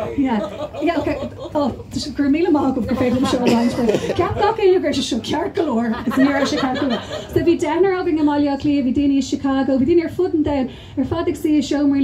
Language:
Irish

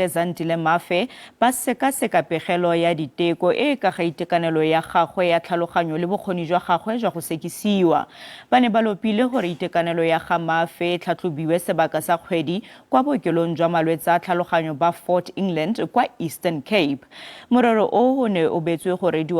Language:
Tswana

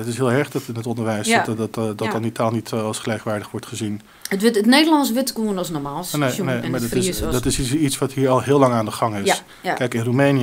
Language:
Western Frisian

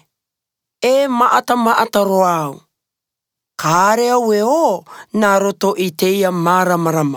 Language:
Albanian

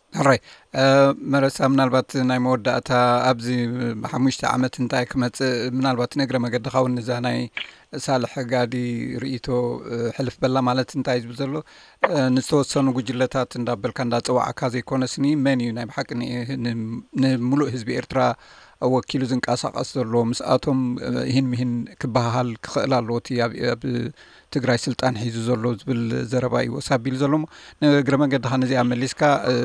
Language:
Tigrinya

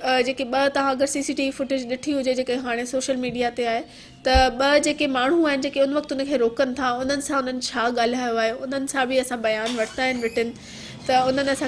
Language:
Sindhi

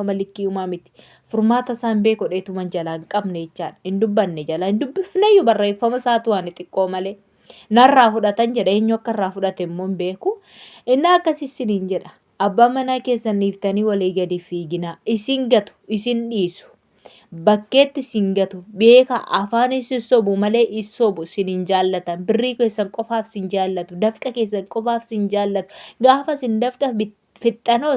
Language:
Oromo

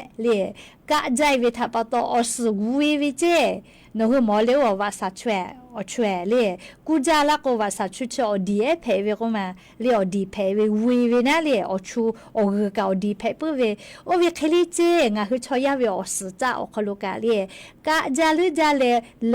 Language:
Lahu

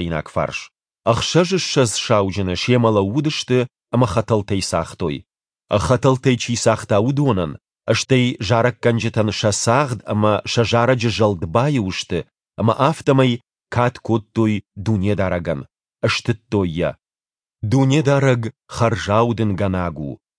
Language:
Ossetic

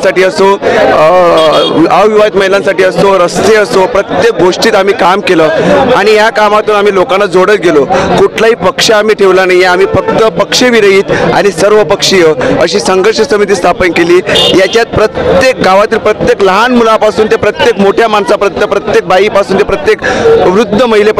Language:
Marathi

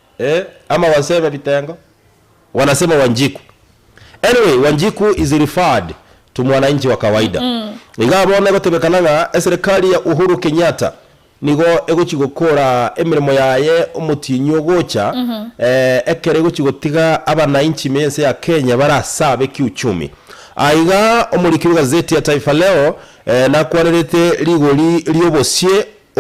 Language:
Gusii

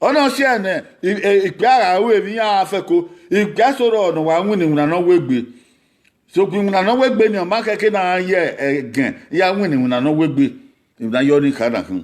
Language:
Bini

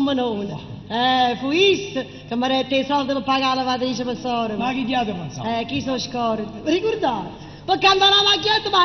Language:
Neapolitan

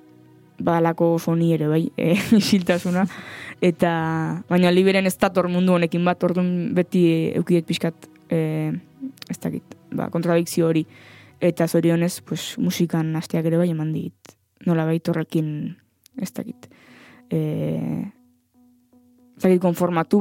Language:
Basque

